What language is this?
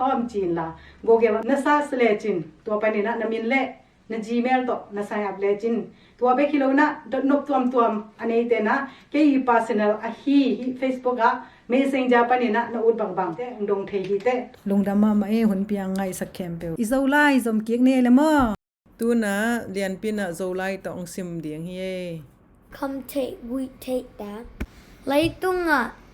Tedim Chin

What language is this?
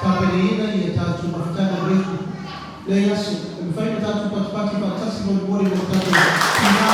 Samoan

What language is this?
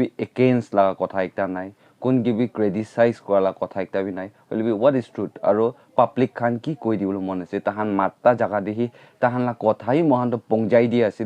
Naga Pidgin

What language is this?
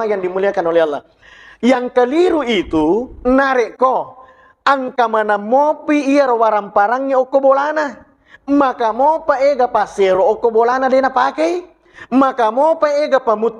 Buginese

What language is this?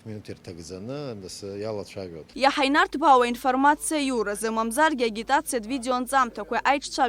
Abkhazian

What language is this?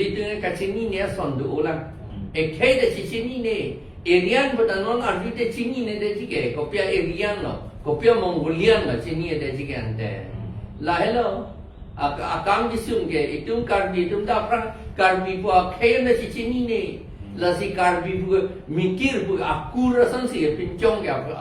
Karbi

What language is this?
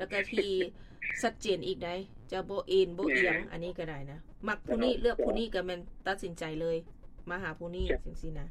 Lao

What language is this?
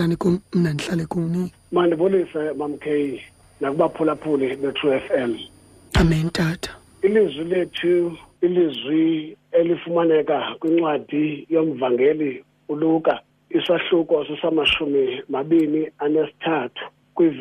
Xhosa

